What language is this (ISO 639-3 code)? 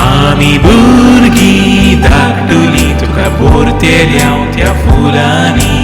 kok